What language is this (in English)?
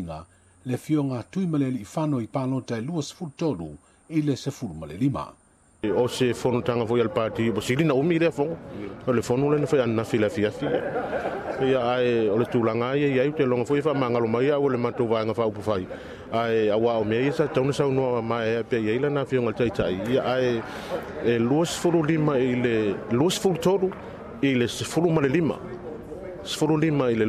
Samoan